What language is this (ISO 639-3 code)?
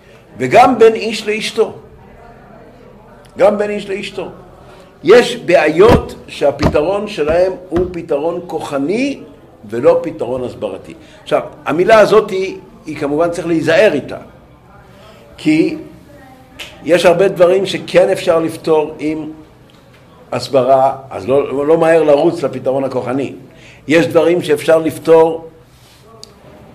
heb